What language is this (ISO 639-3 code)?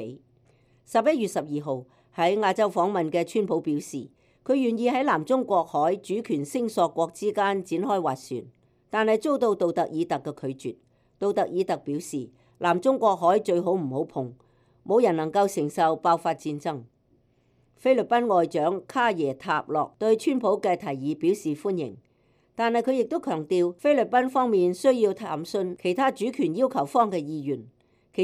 yue